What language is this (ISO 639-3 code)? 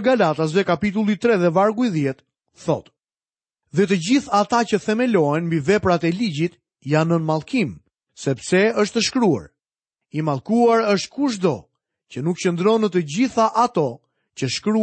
sqi